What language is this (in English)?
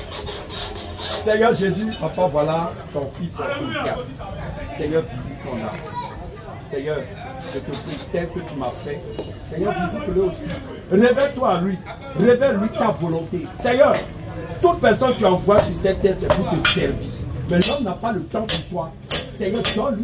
French